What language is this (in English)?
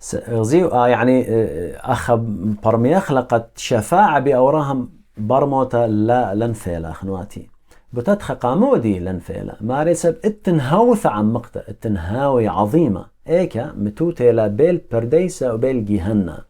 Assyrian Neo-Aramaic